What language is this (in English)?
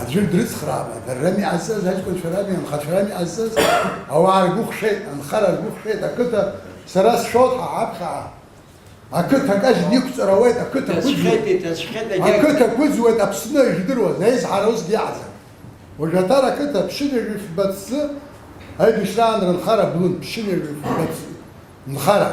Abkhazian